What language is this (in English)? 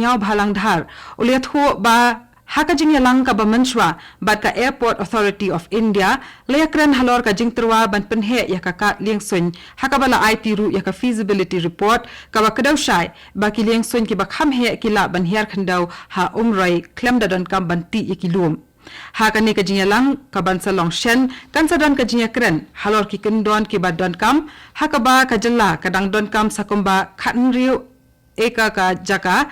Khasi